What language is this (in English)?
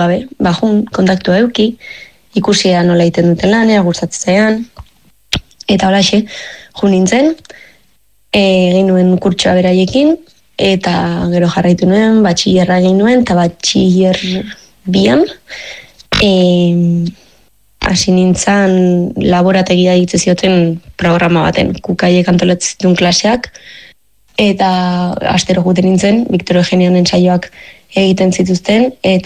Basque